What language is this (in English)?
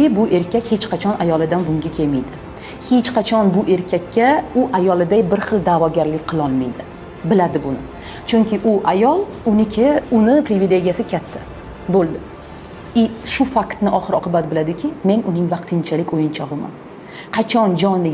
Uzbek